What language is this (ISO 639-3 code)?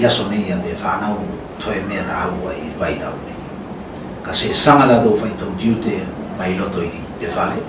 tvl